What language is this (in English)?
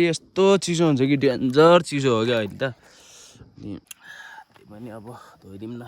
Nepali